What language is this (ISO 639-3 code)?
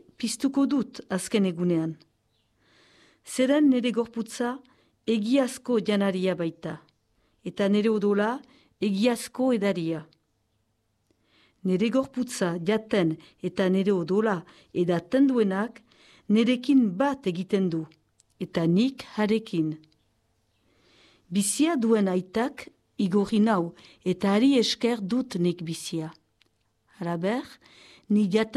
eus